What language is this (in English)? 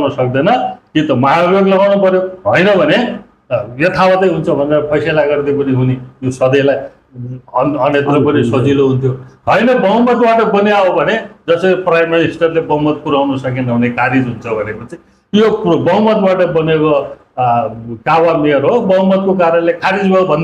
Nepali